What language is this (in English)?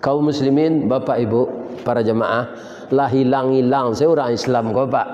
Minangkabau